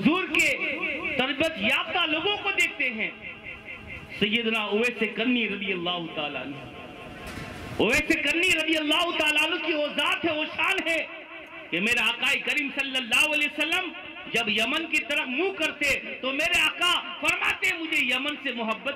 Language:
Urdu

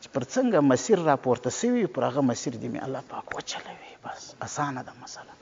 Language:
Pashto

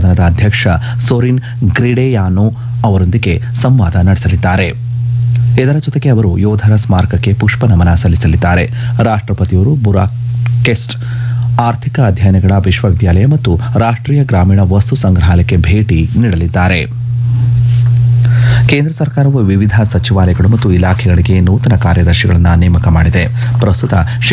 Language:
Kannada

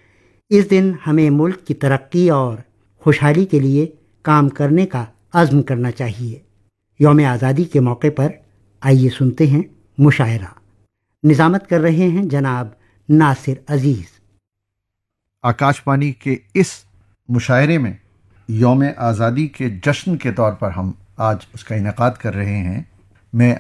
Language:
Urdu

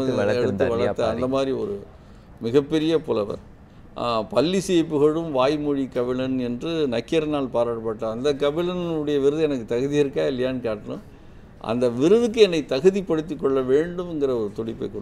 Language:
Tamil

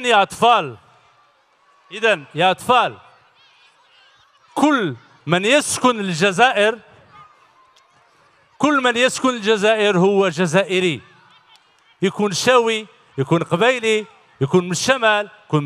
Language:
Algerian Arabic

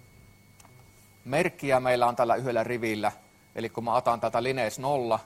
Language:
Finnish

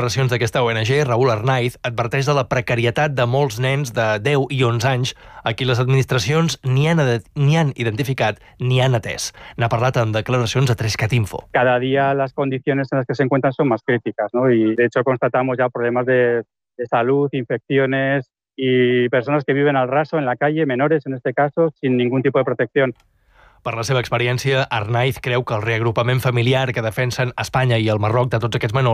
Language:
Catalan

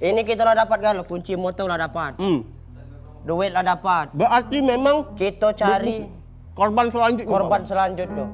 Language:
Musi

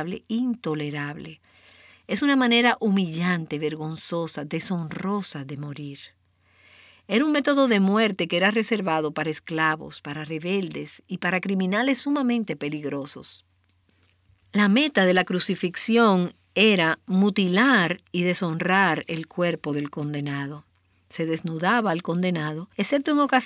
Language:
Spanish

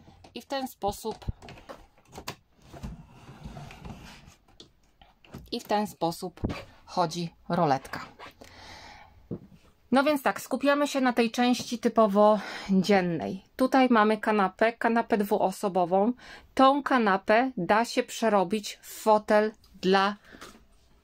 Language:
Polish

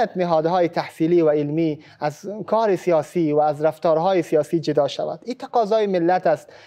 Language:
Persian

